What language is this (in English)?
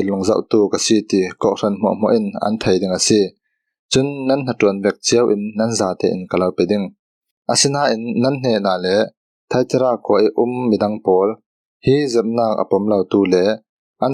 Falam Chin